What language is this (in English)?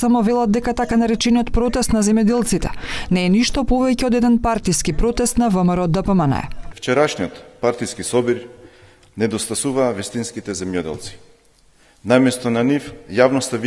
Macedonian